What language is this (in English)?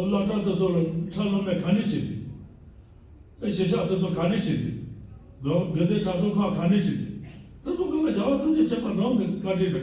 Tibetan